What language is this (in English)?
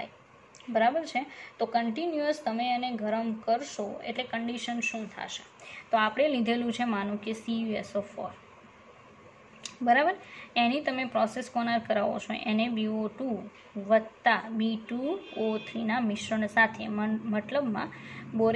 Gujarati